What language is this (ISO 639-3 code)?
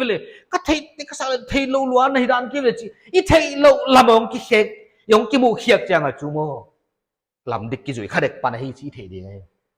pck